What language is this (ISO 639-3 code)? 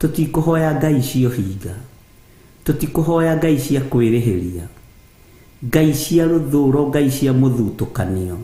kik